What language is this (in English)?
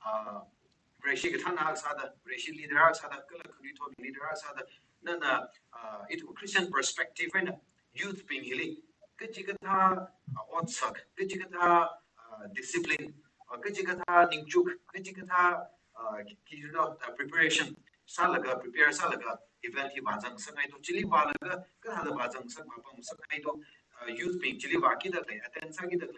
Tangkhul Naga (India)